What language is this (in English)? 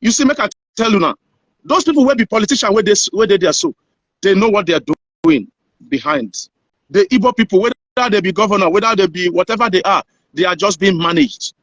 Nigerian Pidgin